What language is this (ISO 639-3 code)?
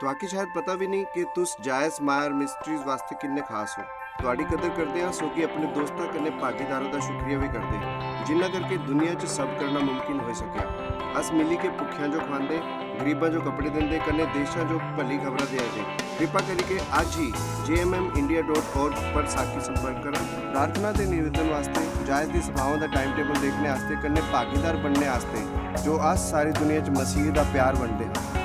doi